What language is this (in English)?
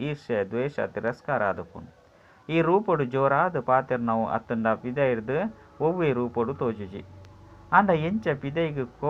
Tulu